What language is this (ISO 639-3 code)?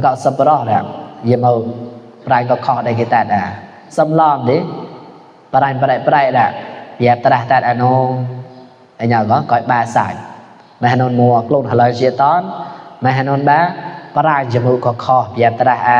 mnw